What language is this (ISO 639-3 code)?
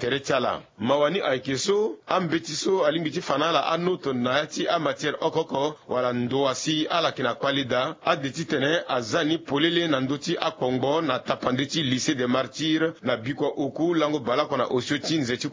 sag